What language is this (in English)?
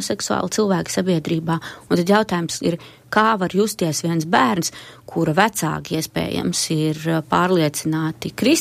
Latvian